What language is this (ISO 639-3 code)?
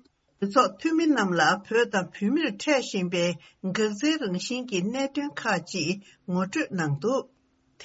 bod